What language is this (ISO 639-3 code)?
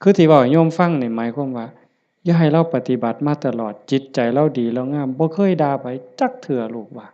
tts